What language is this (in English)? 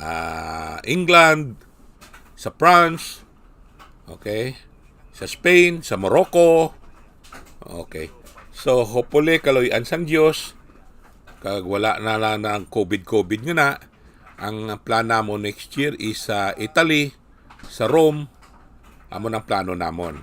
Hiligaynon